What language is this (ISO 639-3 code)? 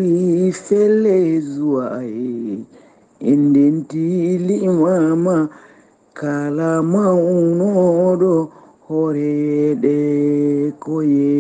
ful